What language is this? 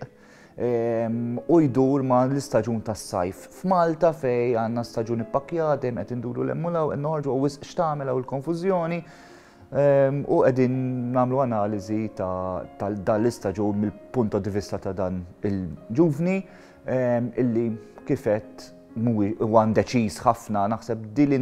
Maltese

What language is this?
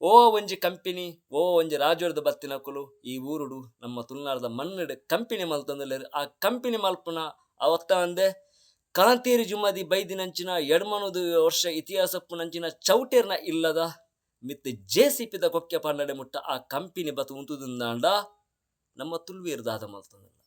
Tulu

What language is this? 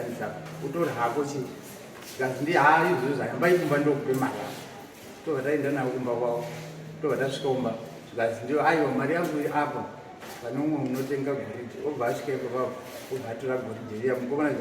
Shona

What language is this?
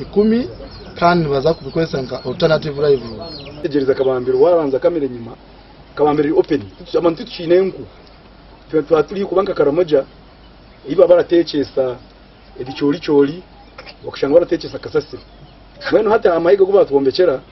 Nyankole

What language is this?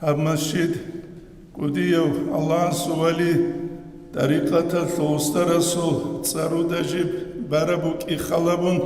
Avaric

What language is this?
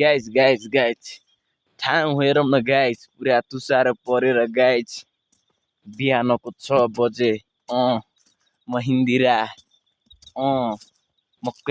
Nepali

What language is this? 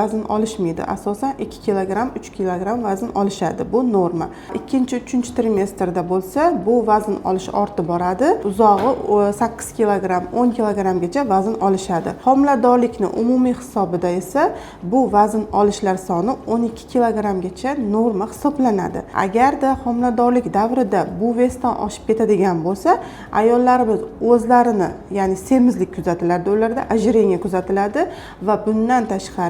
Uzbek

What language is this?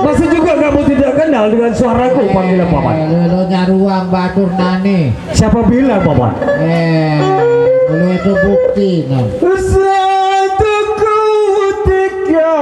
Sasak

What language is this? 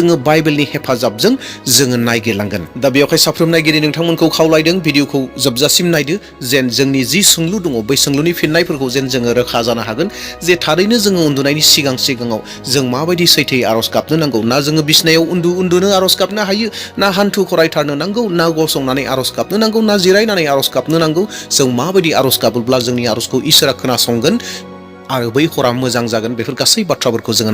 Bodo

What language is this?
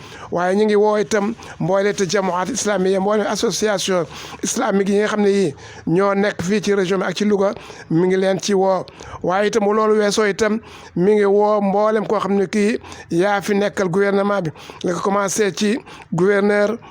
Wolof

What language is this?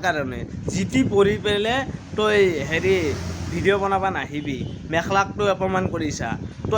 Assamese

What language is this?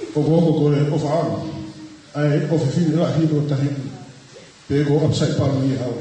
Tongan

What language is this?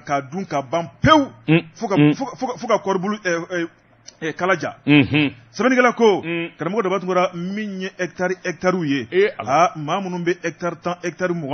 Bambara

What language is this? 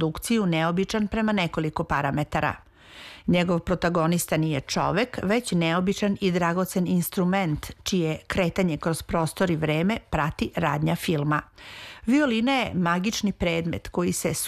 Serbian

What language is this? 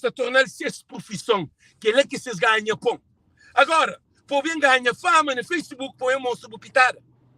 Kabuverdianu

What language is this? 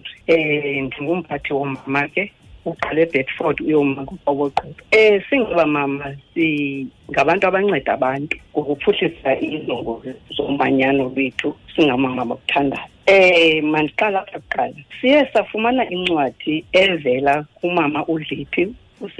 Xhosa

